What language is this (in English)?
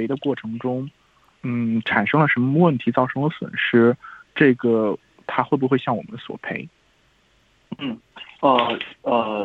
Chinese